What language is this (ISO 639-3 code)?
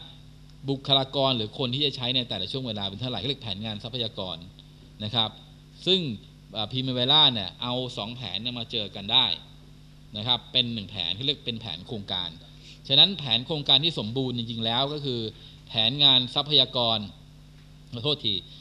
tha